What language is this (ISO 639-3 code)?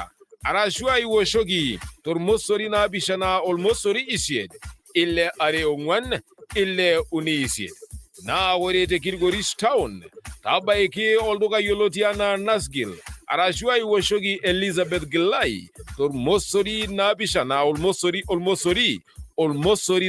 mas